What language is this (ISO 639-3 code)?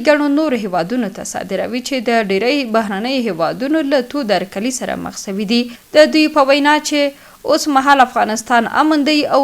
pus